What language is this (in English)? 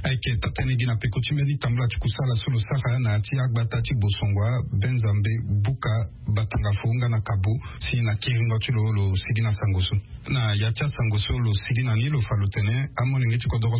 Sango